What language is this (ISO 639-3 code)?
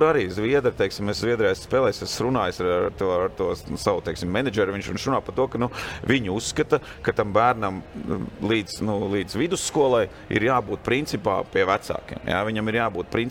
lav